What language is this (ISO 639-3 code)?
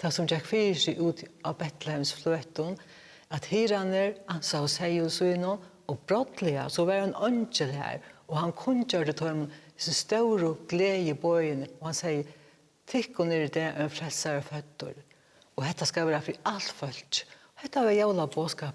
fao